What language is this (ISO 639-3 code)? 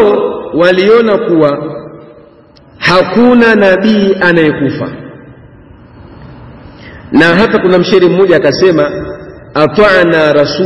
swa